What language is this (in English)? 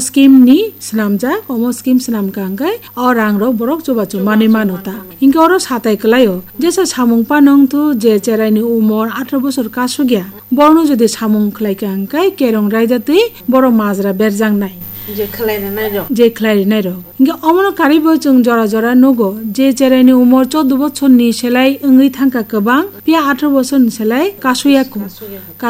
Kok Borok